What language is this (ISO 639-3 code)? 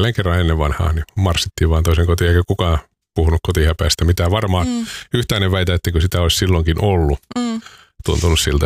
fin